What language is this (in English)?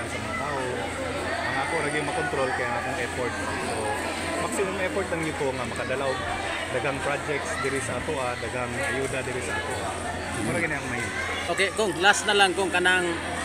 Cebuano